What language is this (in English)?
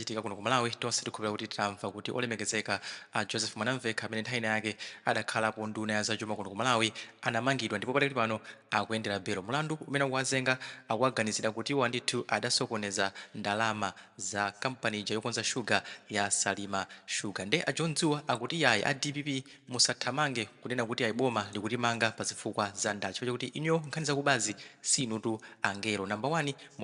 Nyanja